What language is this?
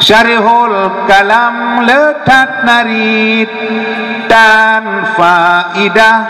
Achinese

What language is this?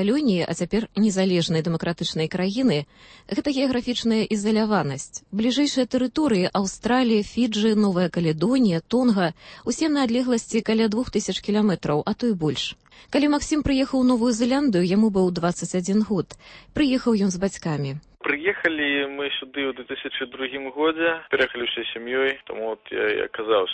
Belarusian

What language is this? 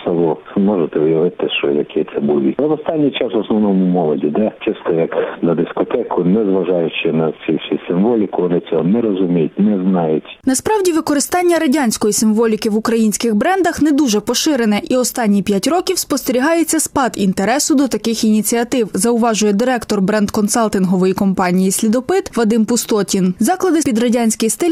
Ukrainian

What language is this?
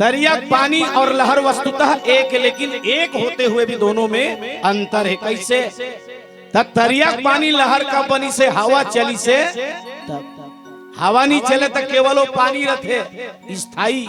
Chhattisgarhi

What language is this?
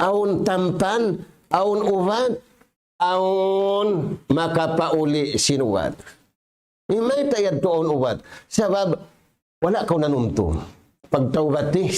Tausug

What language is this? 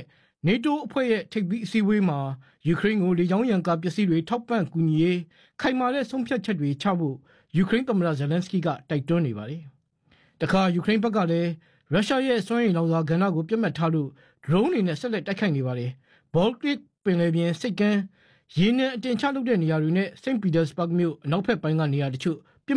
Burmese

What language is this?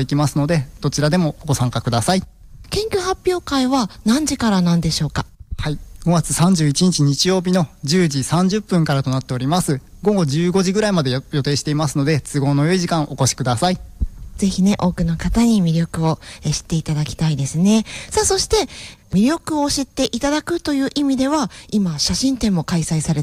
Japanese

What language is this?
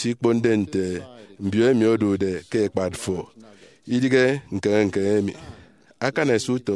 Efik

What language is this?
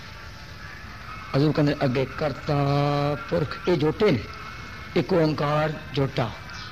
Punjabi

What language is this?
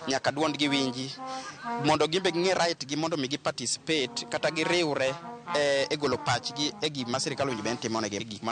Luo (Kenya and Tanzania)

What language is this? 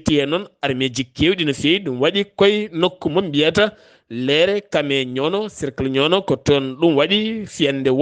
Fula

